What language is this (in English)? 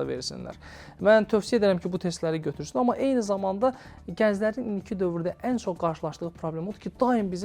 Azerbaijani